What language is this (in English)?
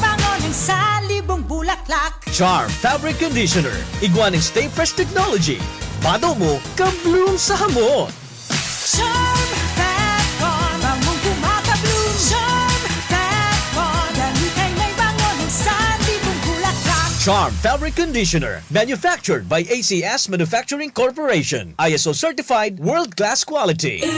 Bikol